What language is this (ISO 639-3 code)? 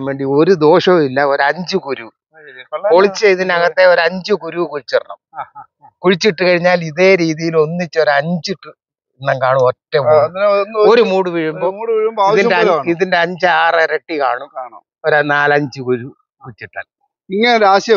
mal